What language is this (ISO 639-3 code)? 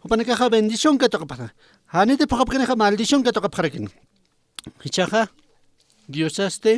aym